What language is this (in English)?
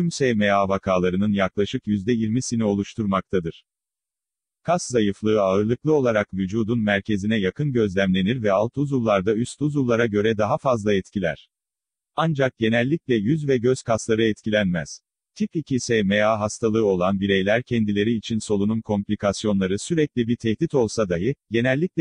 Turkish